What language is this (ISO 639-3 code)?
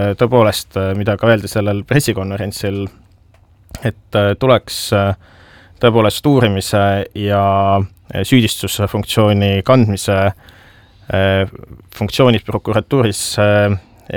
est